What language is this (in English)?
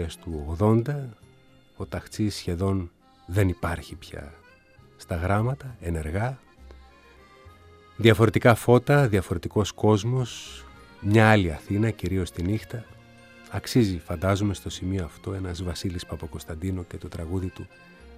Greek